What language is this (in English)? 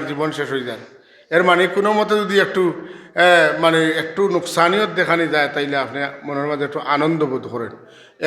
Sylheti